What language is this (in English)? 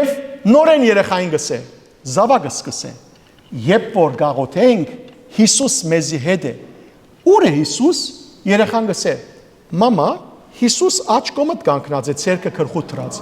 Western Armenian